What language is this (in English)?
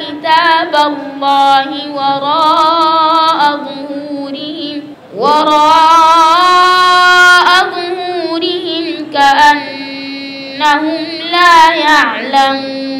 Bambara